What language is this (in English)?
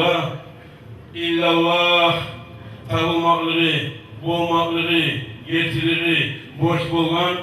Kumyk